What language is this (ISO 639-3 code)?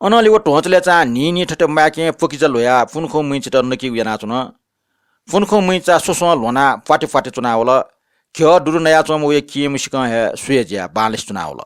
new